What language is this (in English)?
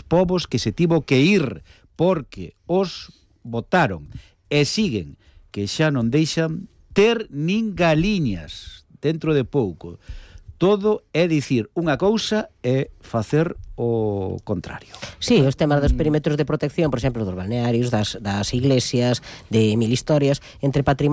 Galician